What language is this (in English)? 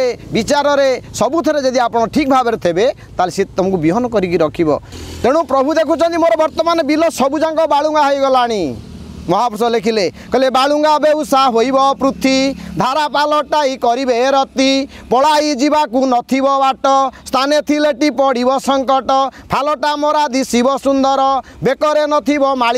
Odia